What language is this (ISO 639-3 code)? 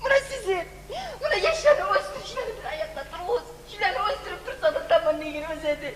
kum